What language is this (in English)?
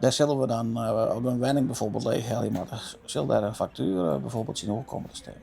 Western Frisian